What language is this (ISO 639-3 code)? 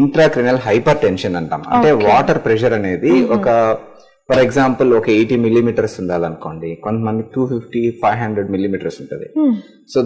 tel